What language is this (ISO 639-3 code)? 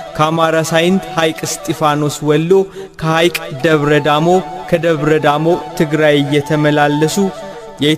amh